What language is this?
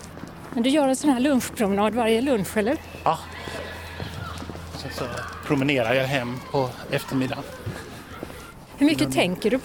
Swedish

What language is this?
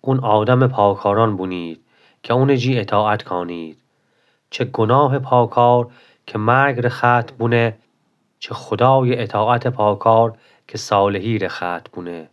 Gilaki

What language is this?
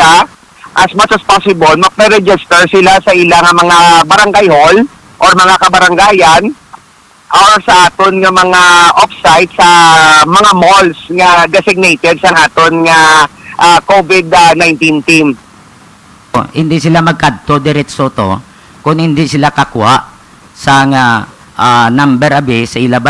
Hiligaynon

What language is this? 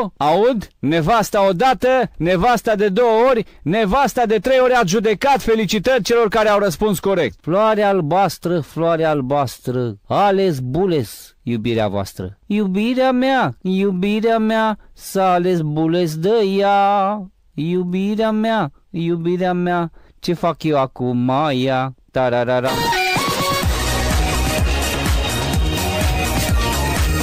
Romanian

